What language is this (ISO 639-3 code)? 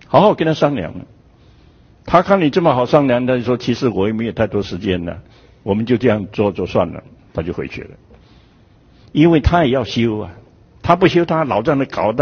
zho